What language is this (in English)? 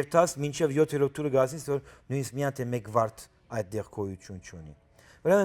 Western Armenian